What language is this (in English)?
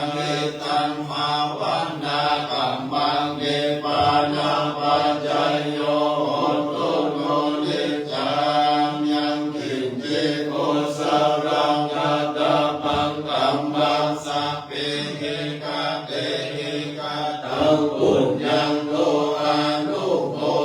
Pali